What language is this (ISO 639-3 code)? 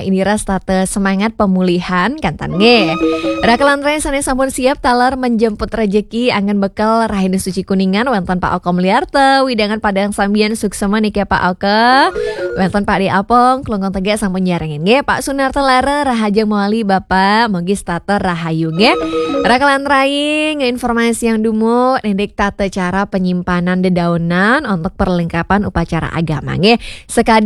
ban